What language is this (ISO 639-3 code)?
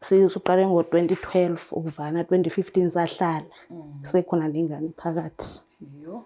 zul